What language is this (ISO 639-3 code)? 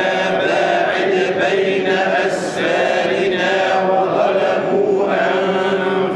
ara